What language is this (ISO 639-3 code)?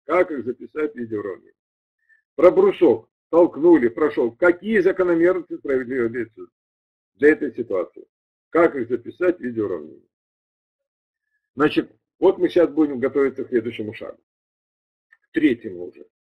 rus